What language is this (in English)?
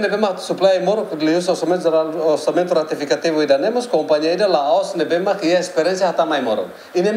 Tetum